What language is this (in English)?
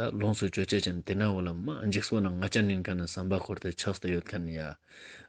Ladakhi